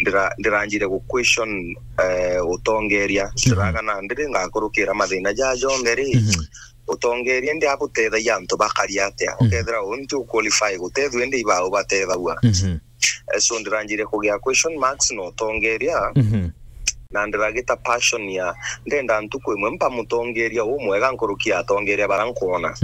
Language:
Meru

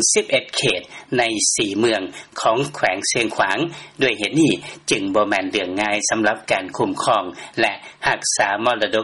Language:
Lao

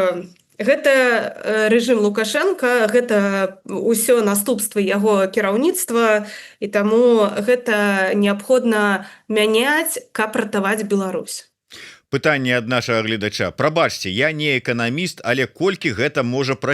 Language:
Belarusian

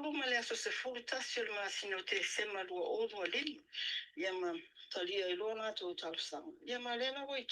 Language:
Samoan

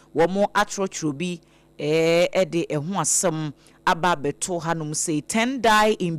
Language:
Akan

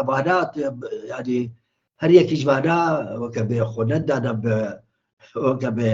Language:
Kurdish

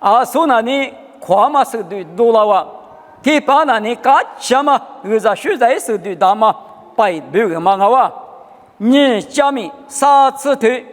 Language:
Lisu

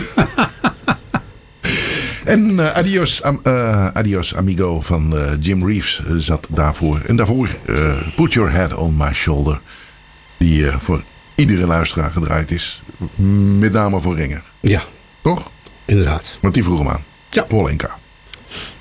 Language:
Dutch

